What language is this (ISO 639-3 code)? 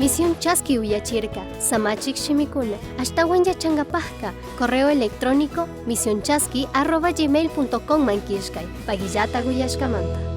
qug